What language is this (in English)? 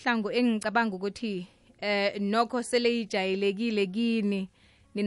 South Ndebele